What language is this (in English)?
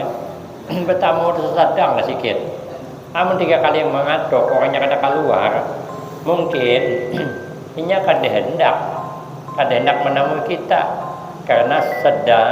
Banjar